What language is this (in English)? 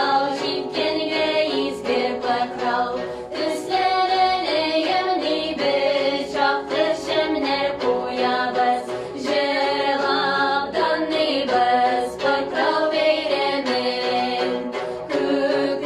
Tatar